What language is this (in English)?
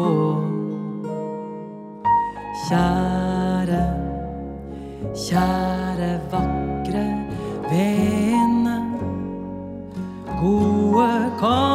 Norwegian